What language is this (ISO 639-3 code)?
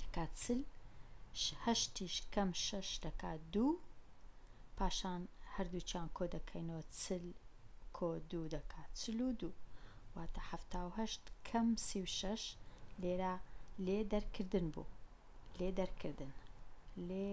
ckb